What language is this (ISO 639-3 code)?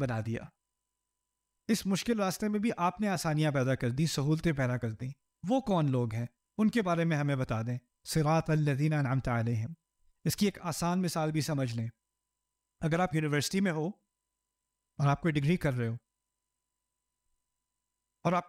urd